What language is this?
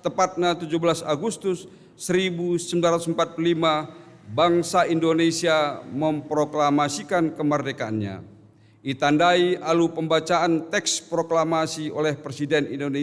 Batak Karo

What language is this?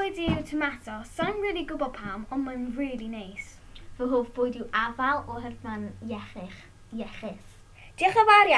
Welsh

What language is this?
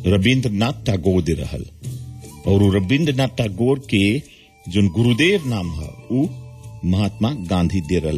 Bhojpuri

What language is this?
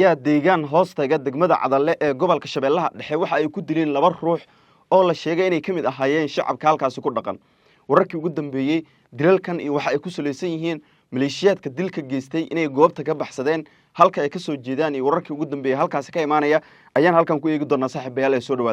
Somali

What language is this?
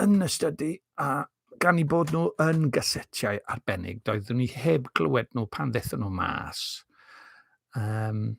Welsh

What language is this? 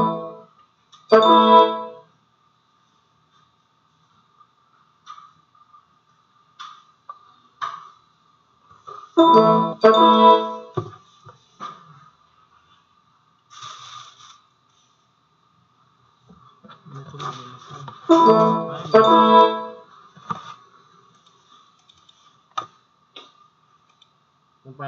Filipino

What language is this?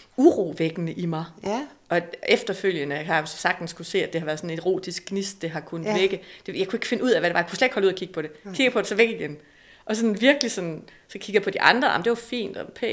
Danish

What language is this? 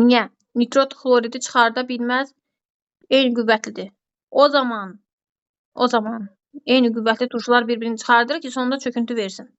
Azerbaijani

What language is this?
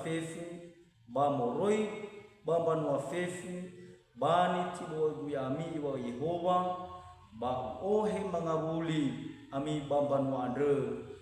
Nias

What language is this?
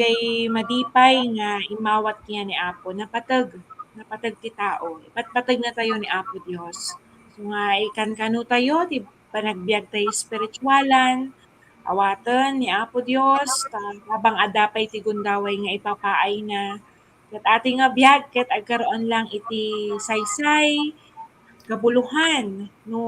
Iloko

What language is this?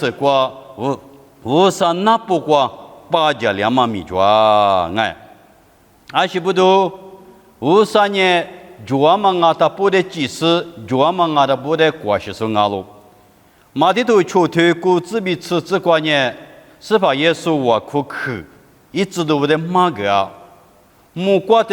Lisu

